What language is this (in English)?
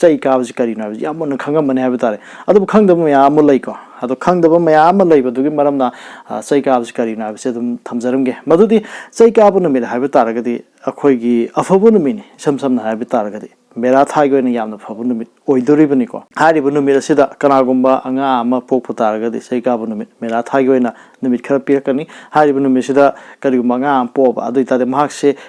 Manipuri